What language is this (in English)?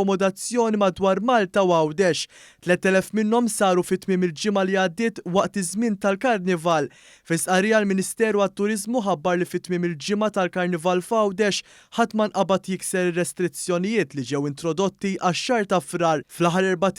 Maltese